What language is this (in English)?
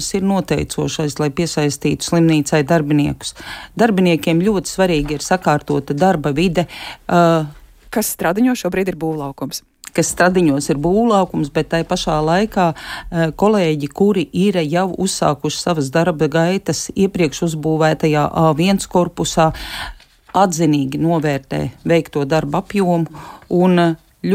Latvian